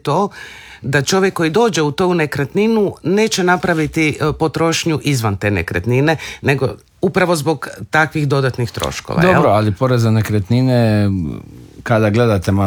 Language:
Croatian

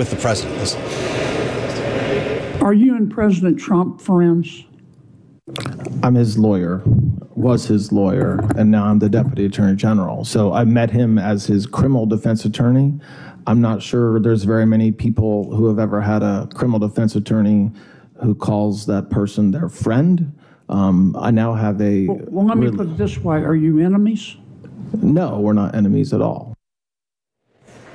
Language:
English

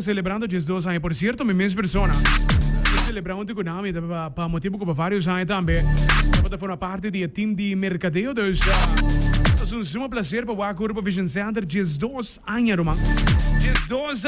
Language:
Papiamento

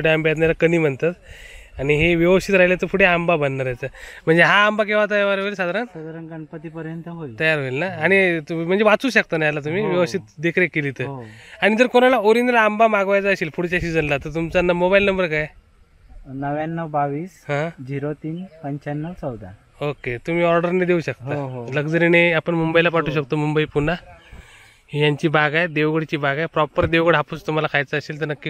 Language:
Marathi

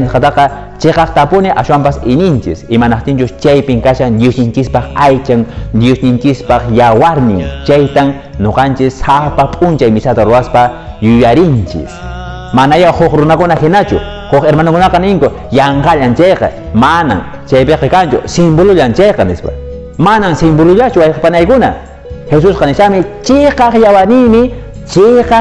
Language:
Quechua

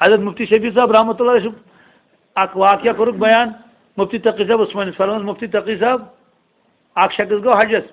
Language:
Kashmiri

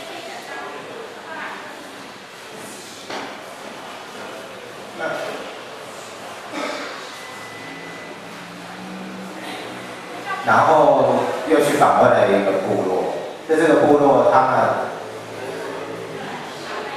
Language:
Chinese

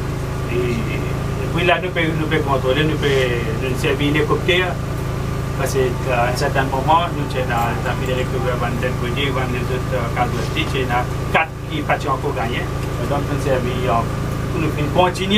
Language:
Morisyen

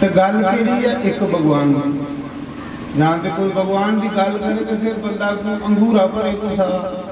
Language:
Dogri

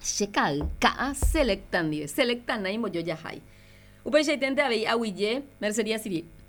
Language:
Guarani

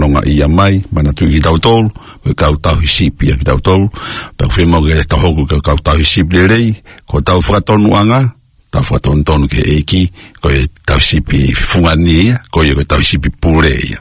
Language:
Tongan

